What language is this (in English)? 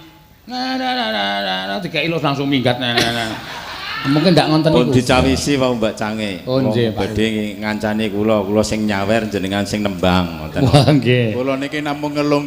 Javanese